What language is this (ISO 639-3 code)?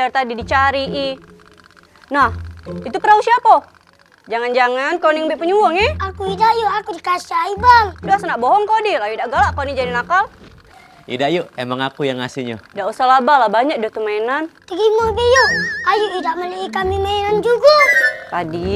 mui